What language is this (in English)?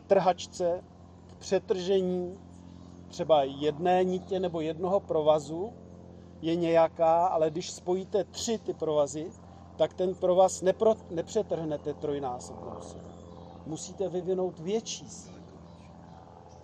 Czech